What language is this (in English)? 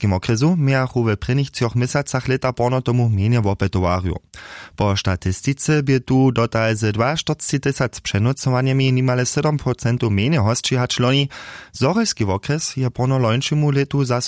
Upper Sorbian